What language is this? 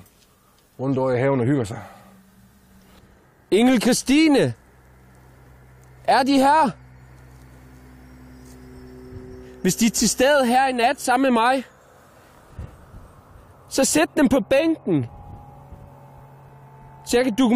Danish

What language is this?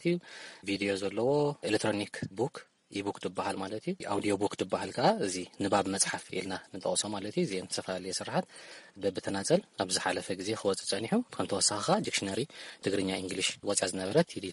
Tigrinya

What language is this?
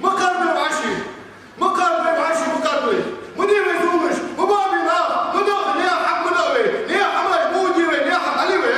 Ingush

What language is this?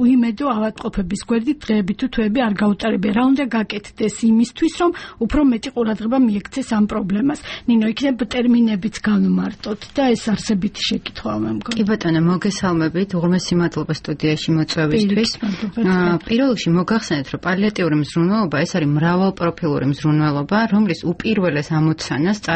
Georgian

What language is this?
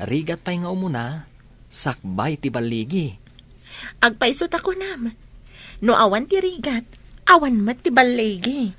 Iloko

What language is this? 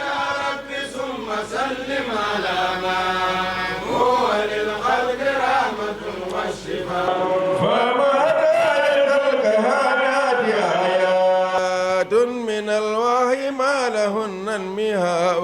Fula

